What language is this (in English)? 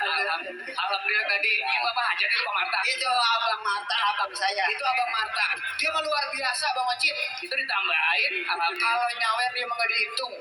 Betawi